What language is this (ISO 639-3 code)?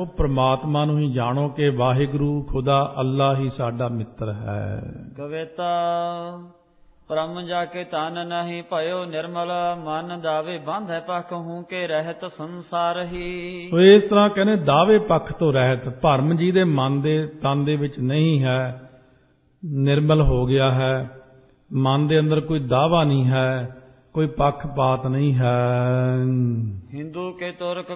pan